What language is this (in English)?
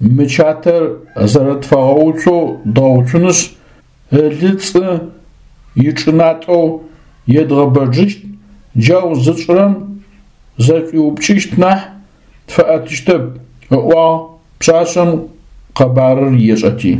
Adyghe